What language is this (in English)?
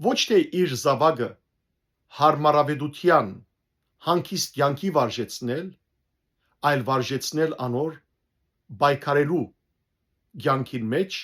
Western Armenian